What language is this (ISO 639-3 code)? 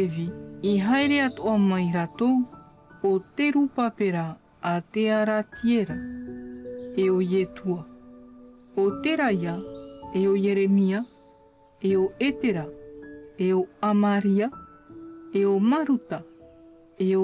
tah